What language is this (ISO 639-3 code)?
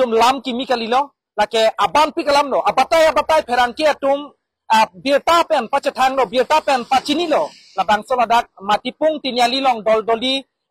mjw